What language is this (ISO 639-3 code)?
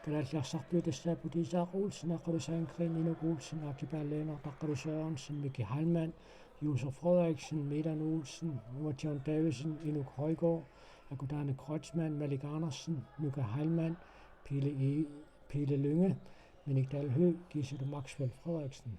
kal